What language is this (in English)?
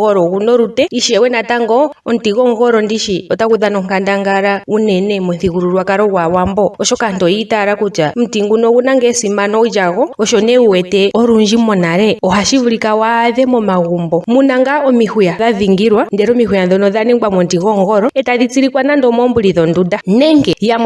Ndonga